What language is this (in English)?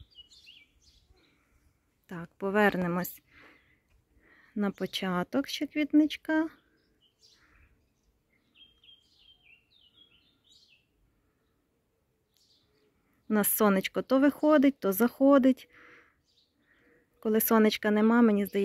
Ukrainian